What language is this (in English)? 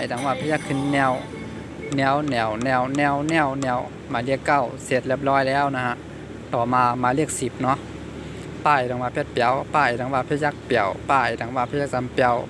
Shan